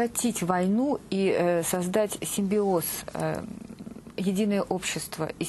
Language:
Russian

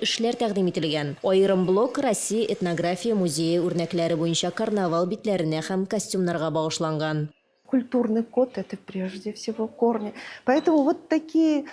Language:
Tatar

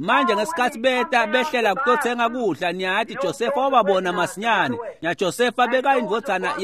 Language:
Swati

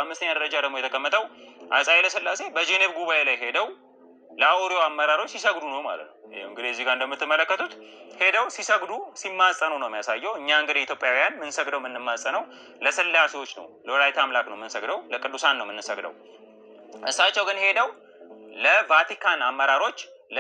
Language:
Amharic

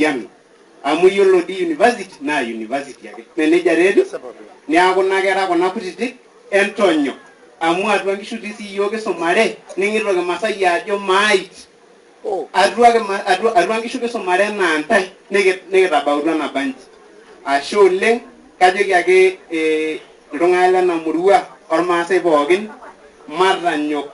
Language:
Masai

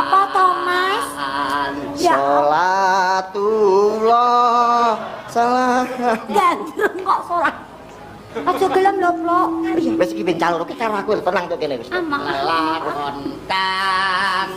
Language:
Javanese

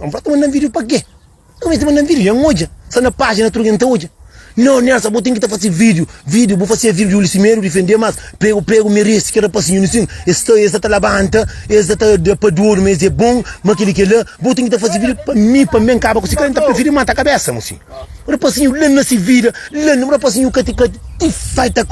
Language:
Kabuverdianu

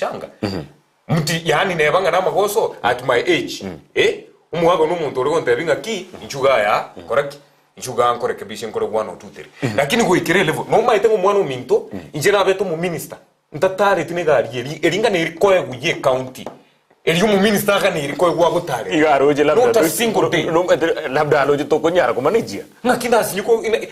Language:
Gusii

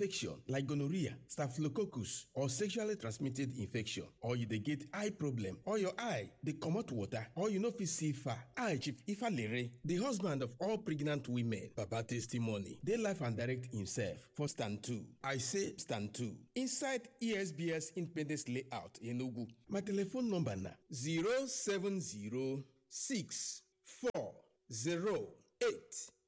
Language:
Nigerian Pidgin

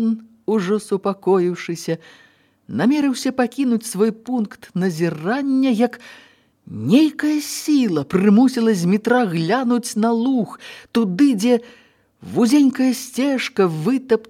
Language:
Belarusian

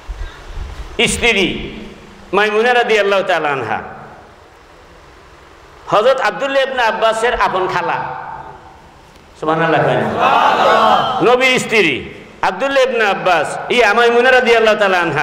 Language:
Bangla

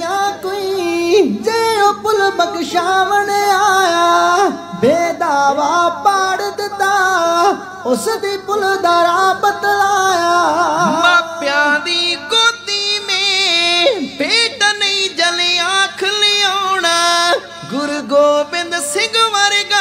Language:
Punjabi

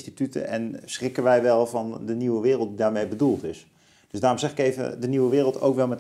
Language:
Dutch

